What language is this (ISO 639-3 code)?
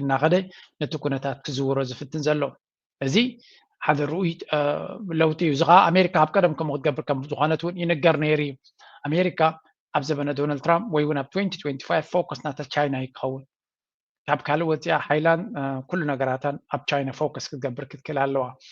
tir